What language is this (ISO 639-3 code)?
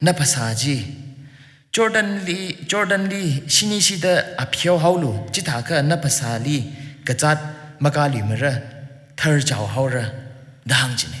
nmf